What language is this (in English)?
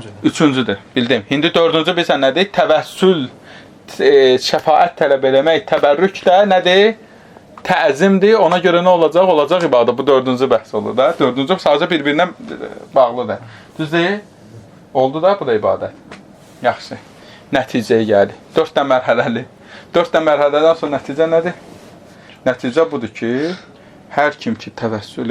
Azerbaijani